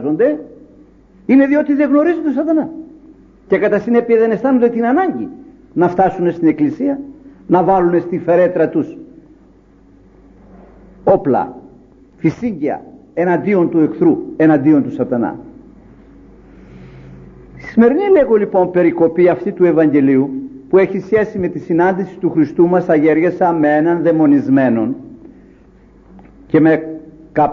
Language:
Greek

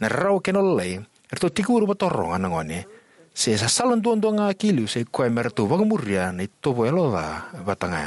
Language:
Fijian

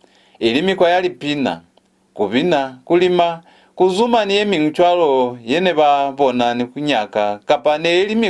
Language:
Lozi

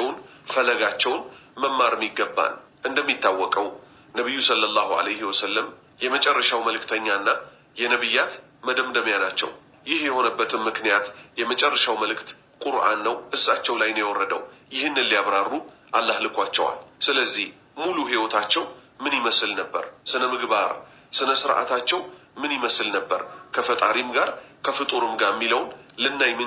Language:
Amharic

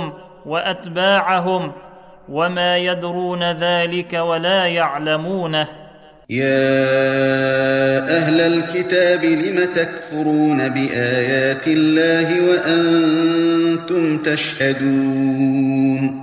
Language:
Arabic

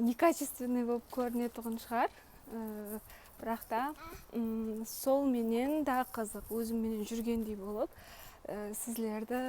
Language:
Kara-Kalpak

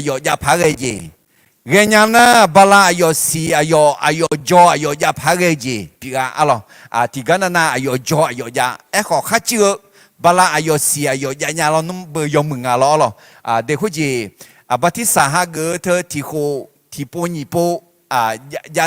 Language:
Akha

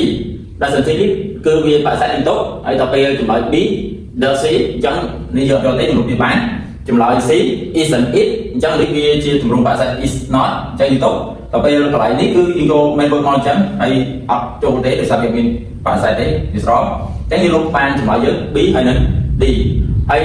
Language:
Khmer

